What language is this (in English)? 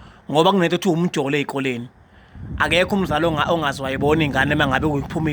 Zulu